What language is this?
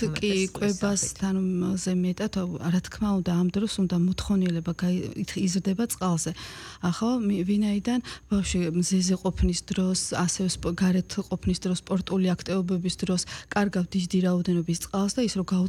Georgian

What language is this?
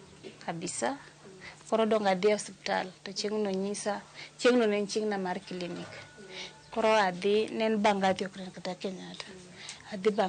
Luo (Kenya and Tanzania)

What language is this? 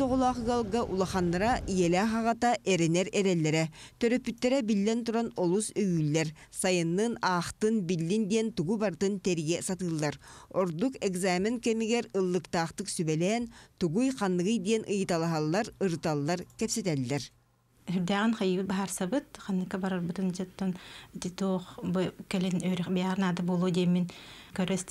Yakut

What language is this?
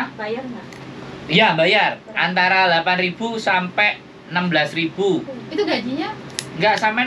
Indonesian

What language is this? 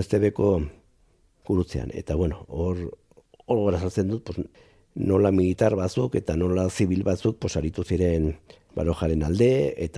Basque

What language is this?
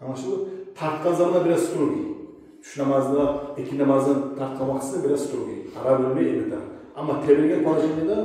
Kumyk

